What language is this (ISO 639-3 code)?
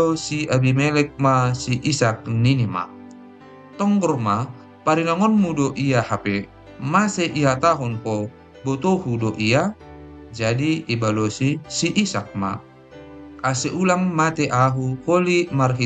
bts